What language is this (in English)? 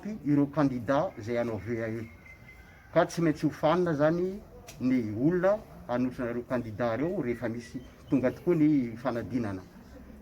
Malagasy